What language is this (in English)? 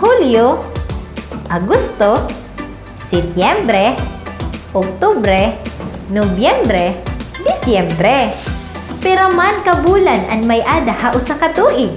Waray